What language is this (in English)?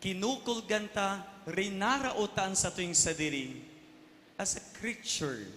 Bikol